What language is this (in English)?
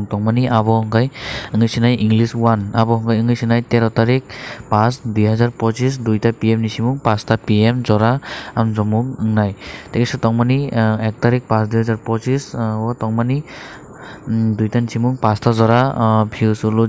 Kok Borok